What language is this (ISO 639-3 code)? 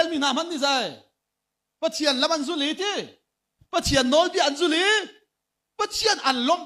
cnh